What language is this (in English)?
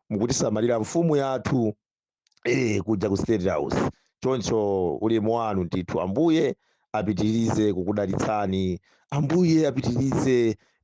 Nyanja